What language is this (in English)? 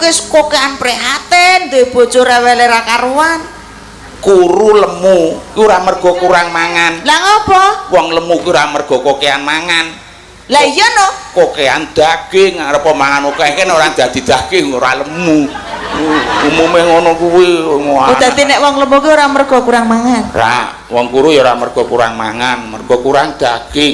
Javanese